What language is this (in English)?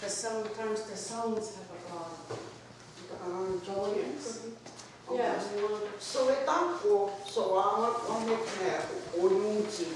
Mohawk